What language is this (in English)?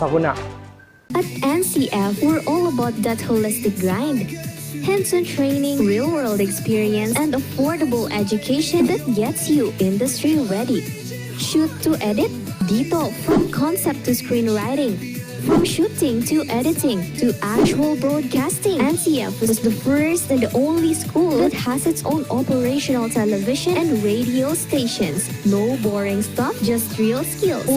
Bikol